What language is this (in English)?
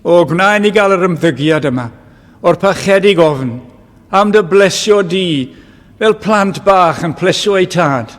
Welsh